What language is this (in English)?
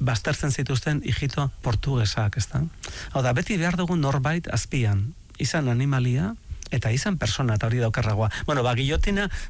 Basque